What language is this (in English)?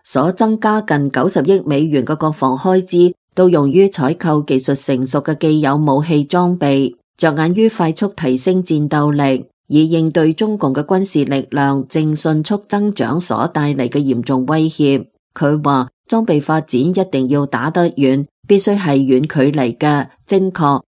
Cantonese